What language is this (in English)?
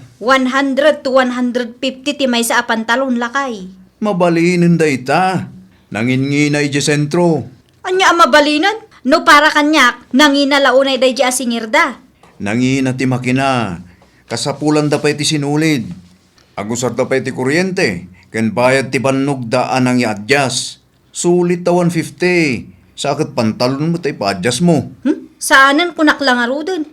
Iloko